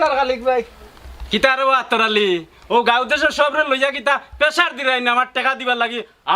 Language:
Sylheti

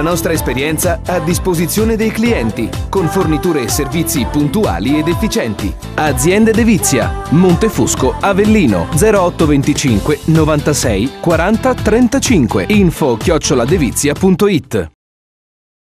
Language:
Italian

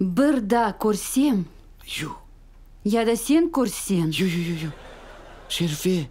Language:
Crimean Tatar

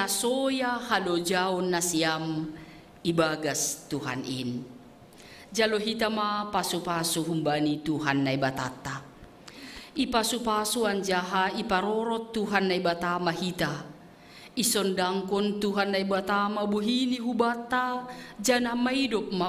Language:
Batak Simalungun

